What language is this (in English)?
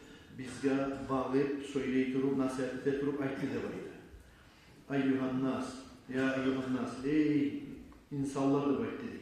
Kumyk